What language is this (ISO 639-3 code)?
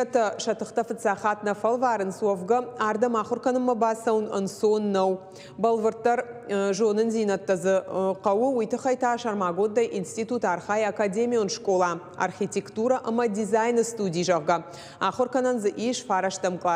oss